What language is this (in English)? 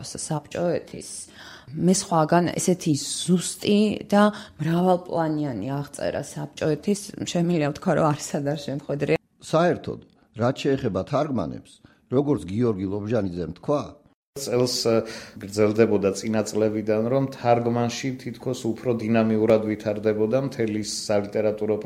Georgian